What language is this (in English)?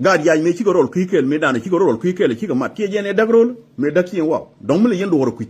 Nuer